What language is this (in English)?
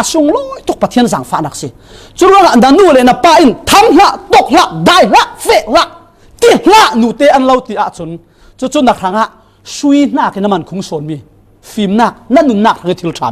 Falam Chin